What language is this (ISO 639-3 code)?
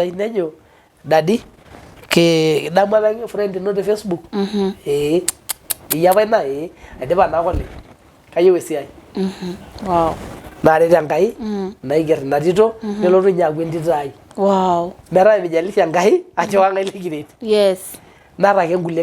mas